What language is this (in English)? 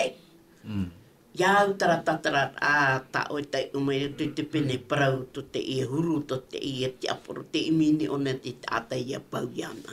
Tahitian